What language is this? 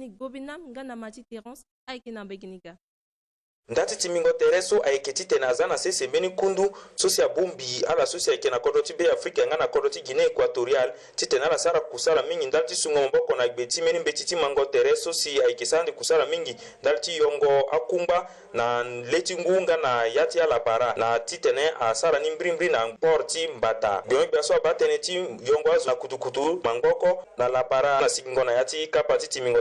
Sango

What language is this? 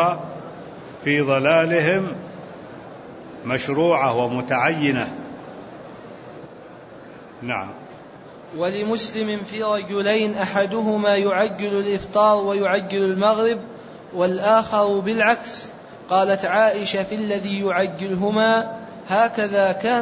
Arabic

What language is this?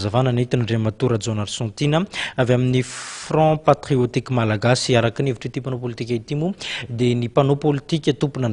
Malagasy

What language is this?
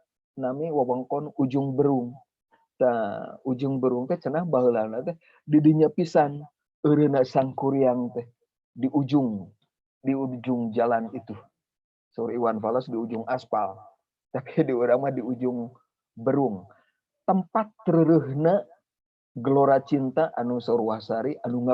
Sundanese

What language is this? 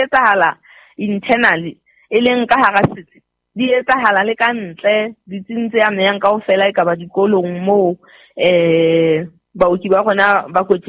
Southern Sotho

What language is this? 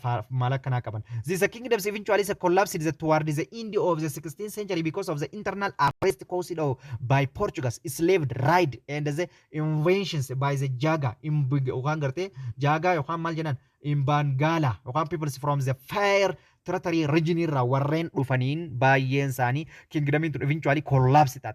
Oromo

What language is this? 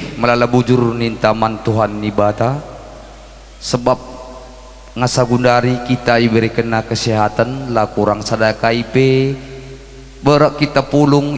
Batak Karo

